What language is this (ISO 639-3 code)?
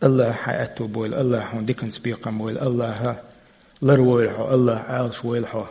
che